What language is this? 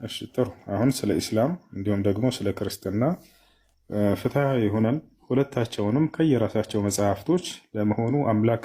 Amharic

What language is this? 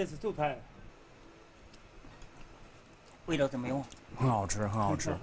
Chinese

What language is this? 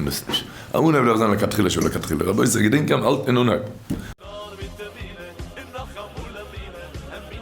Yiddish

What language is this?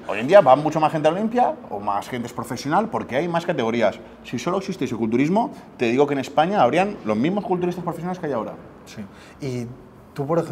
Spanish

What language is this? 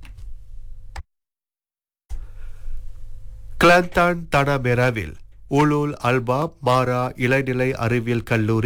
Tamil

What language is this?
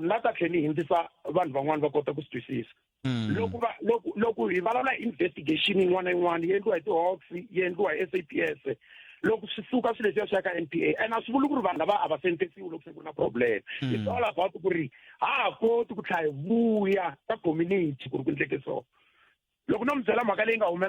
Tsonga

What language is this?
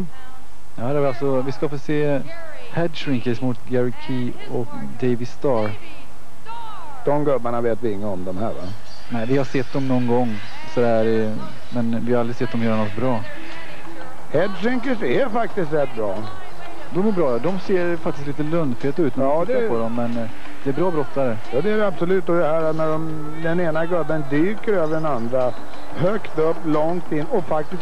Swedish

